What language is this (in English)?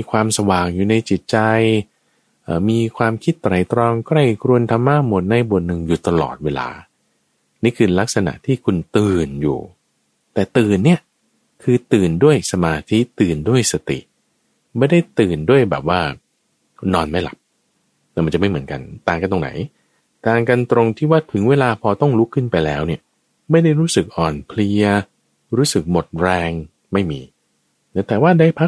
Thai